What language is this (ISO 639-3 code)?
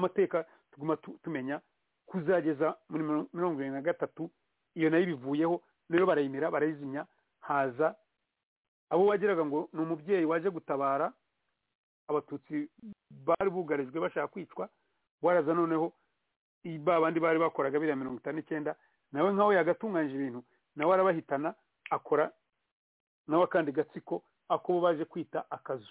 kin